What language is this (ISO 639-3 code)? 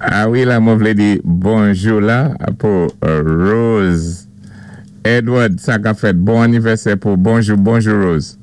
acf